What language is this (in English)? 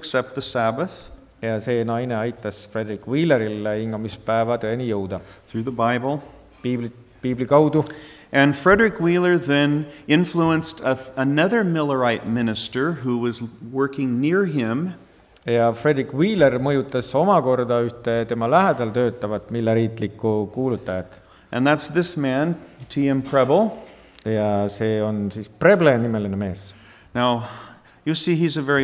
Estonian